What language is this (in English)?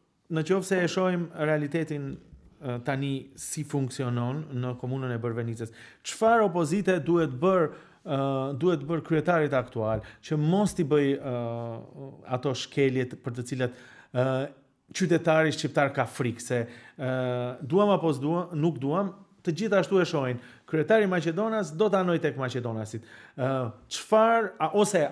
Albanian